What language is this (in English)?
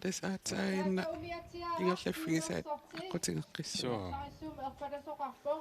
Kalaallisut